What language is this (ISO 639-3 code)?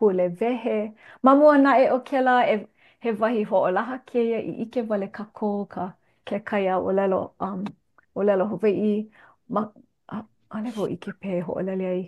haw